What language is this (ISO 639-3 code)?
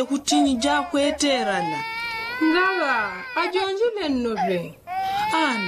yao